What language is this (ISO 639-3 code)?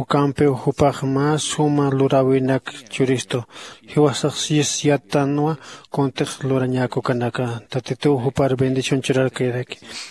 aym